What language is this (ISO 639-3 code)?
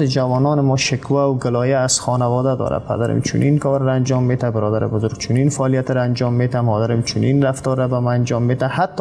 fas